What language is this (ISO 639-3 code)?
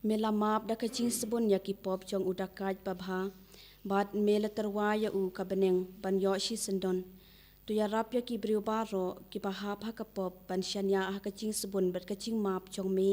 kha